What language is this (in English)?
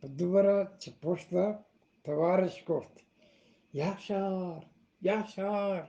Eastern Balochi